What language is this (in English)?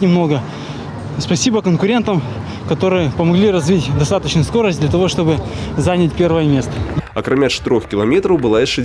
Belarusian